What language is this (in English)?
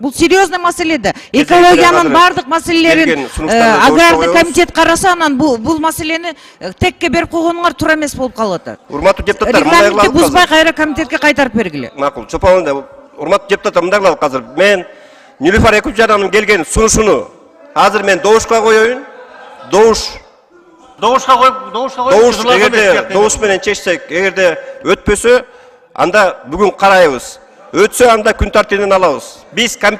Kyrgyz